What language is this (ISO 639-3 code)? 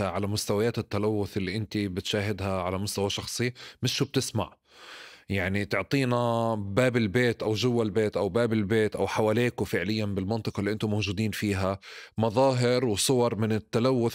apc